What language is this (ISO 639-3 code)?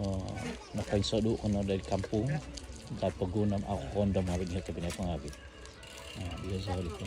dtp